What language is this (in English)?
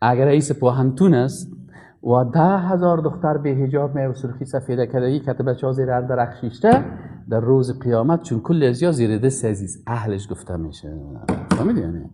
Persian